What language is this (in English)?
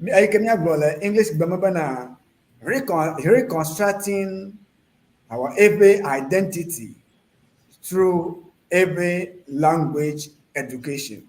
Ewe